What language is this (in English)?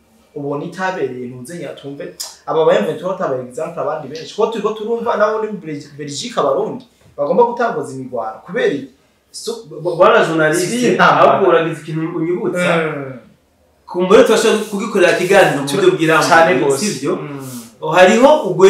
Rundi